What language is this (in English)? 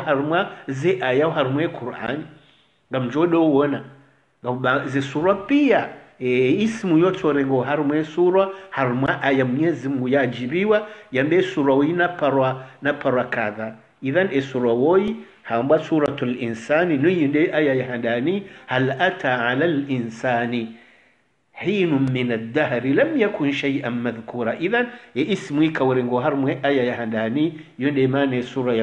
Swahili